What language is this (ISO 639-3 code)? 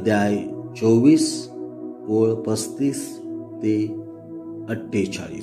kok